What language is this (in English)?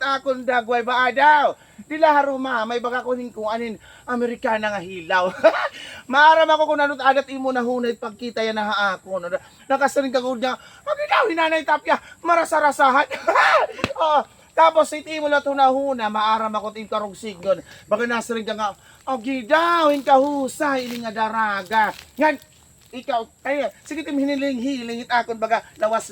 Waray